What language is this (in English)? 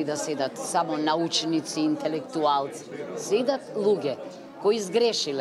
Macedonian